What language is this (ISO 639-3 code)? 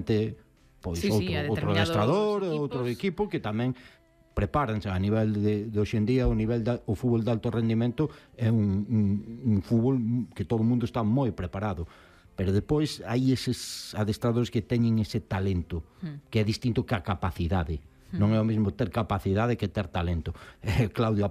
glg